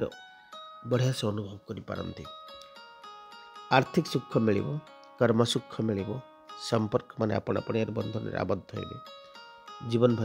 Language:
Odia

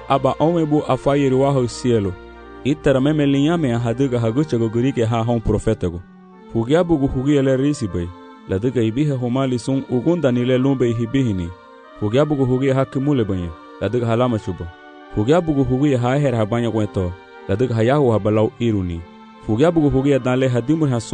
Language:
Garifuna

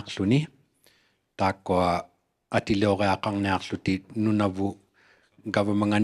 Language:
Inuktitut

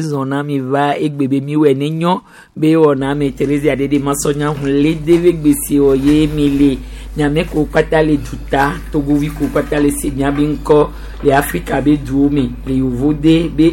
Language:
Gen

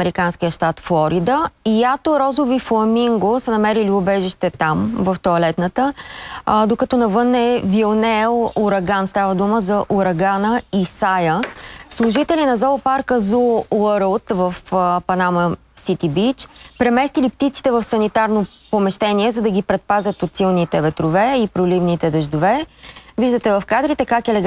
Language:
Bulgarian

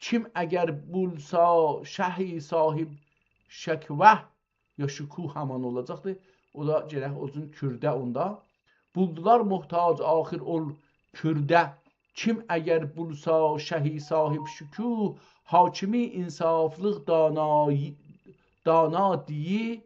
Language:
South Azerbaijani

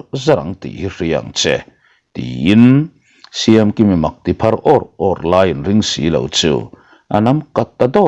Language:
Mizo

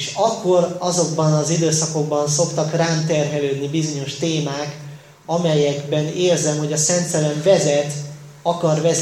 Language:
Hungarian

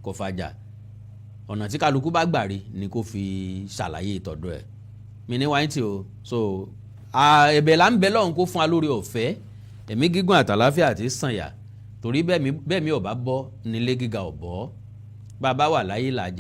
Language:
Yoruba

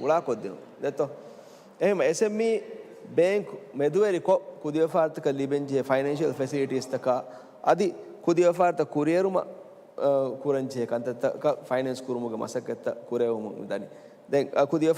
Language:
Divehi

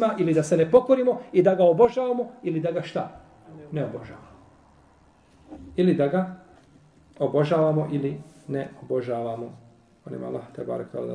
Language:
Bosnian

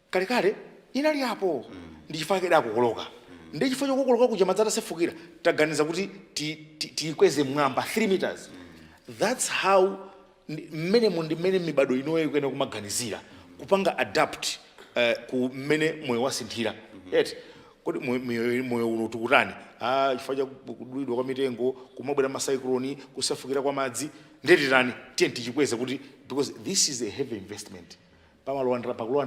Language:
Nyanja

